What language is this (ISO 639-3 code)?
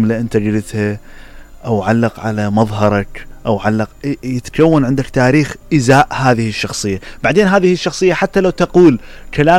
acm